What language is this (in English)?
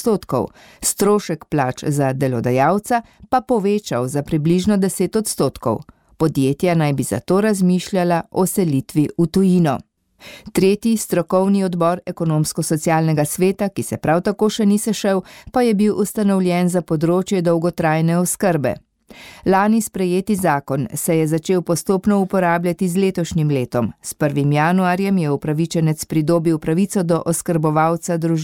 Slovenian